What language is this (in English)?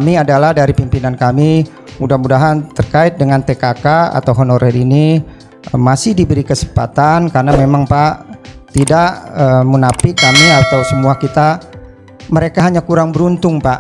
Indonesian